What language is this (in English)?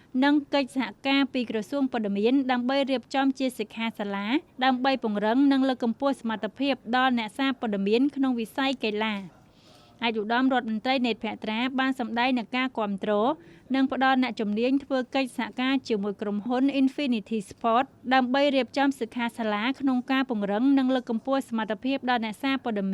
Khmer